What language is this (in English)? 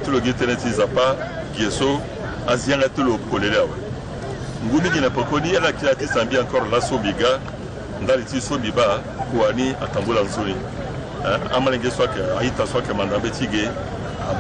Sango